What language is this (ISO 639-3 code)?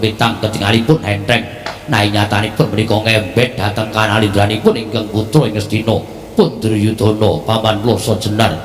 jav